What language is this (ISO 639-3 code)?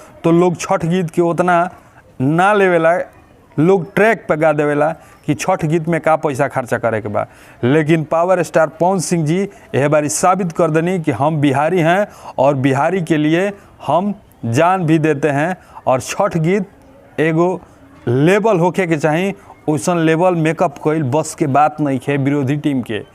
bho